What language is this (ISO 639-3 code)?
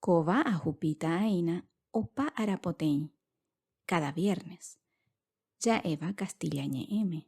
grn